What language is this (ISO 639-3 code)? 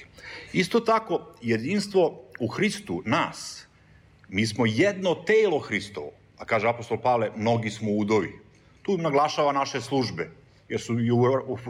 srp